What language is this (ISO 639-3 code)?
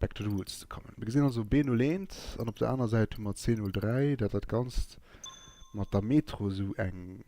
ltz